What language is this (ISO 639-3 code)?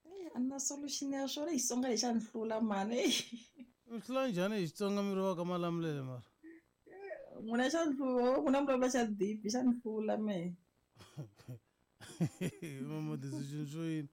tso